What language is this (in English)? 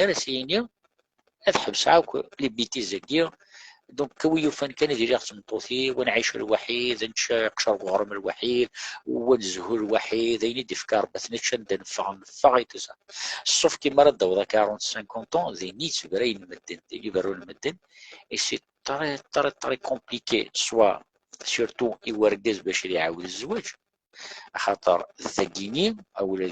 Kabyle